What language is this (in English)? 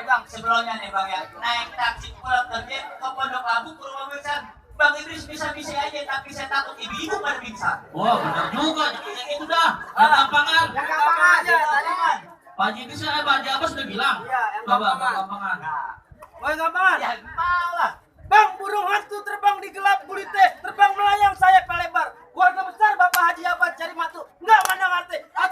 Betawi